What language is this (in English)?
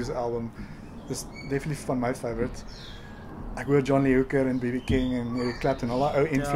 Afrikaans